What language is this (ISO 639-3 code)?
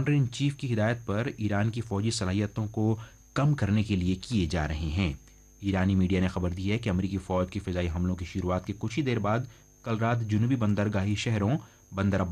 urd